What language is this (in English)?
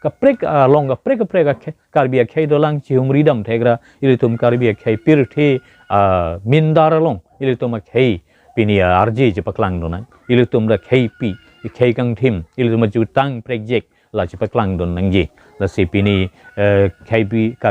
Karbi